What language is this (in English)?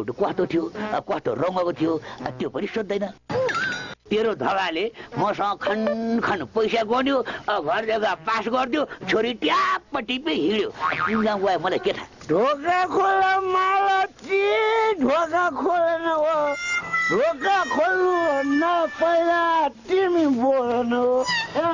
Nepali